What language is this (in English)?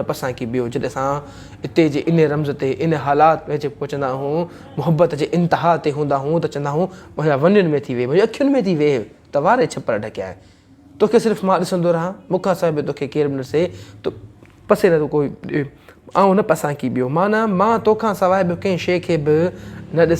Sindhi